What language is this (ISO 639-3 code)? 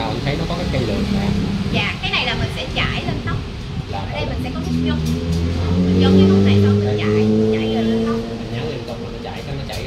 vie